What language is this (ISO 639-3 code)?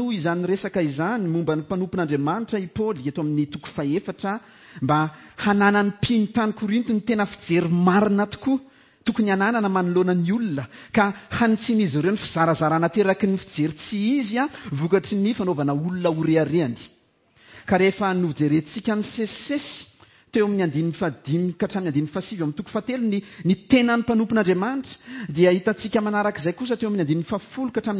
mlg